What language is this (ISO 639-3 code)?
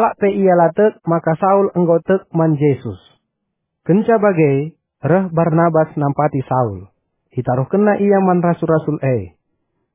btx